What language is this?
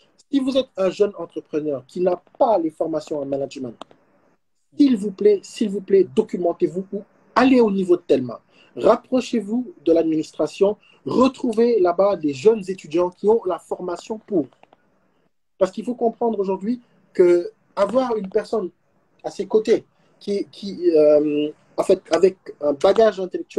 French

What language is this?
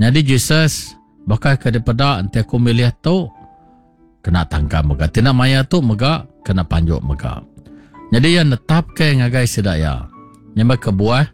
Iban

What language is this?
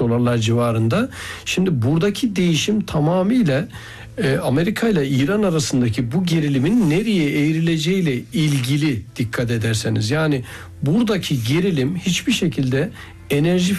Turkish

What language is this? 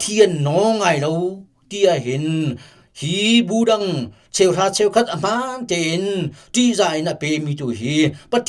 Hakha Chin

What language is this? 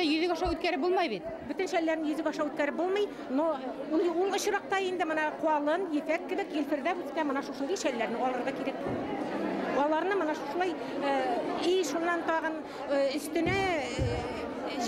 Bashkir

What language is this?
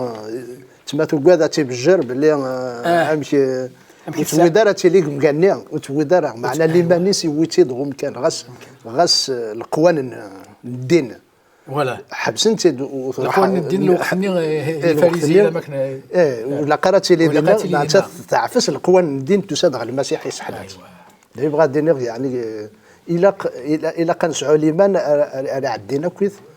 Kabyle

